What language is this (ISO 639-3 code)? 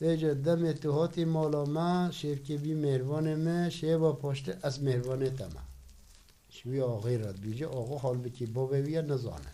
kur